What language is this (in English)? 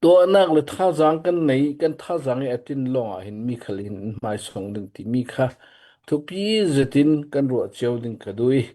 Hakha Chin